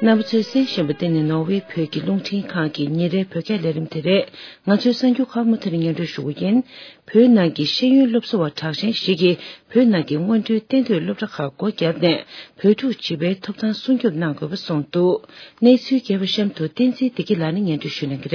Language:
Tibetan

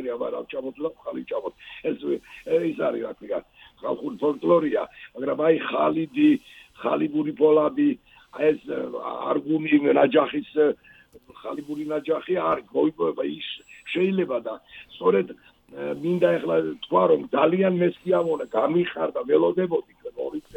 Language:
Georgian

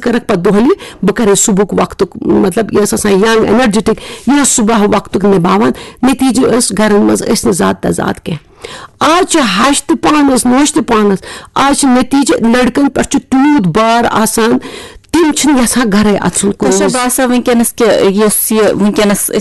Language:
Kashmiri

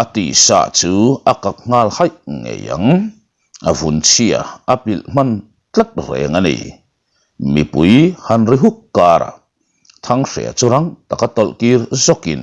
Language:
Mizo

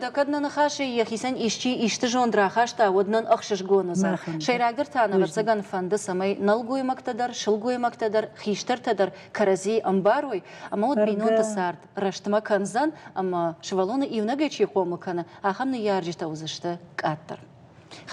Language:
Ossetic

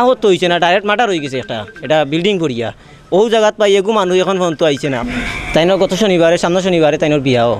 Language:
Sylheti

